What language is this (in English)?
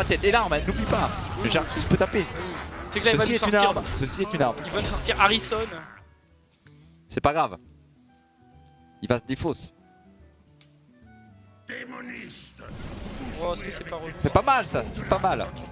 French